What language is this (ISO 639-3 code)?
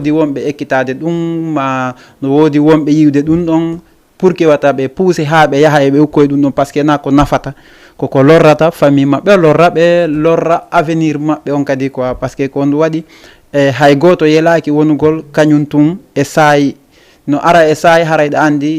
ful